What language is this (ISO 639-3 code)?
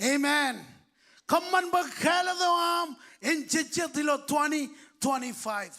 mah